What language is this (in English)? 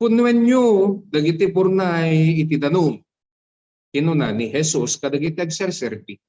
Iloko